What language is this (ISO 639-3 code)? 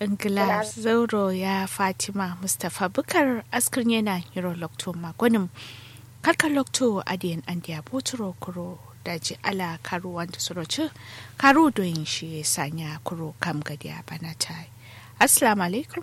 kau